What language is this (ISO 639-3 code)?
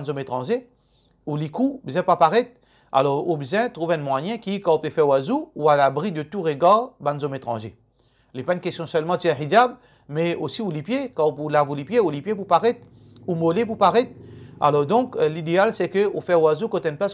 mfe